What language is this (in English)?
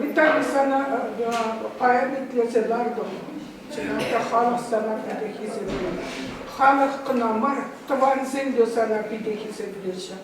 Chuvash